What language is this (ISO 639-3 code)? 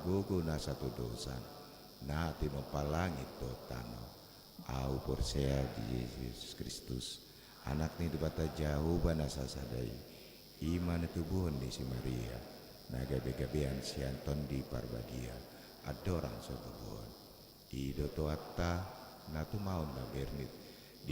bbc